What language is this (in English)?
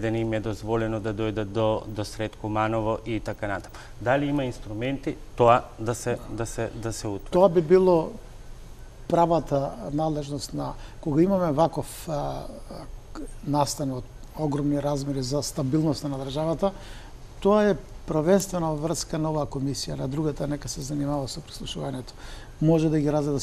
Macedonian